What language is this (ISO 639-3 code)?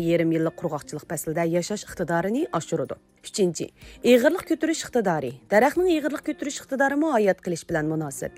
uig